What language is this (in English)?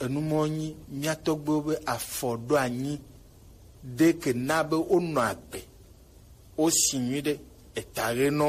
Gen